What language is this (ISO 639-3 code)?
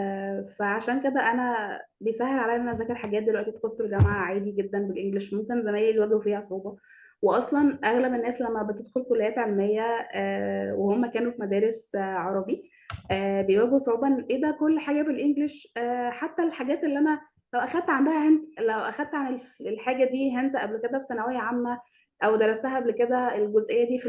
arz